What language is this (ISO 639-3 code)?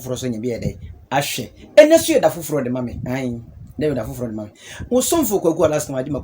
aka